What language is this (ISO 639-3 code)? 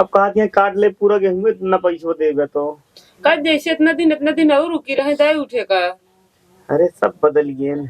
awa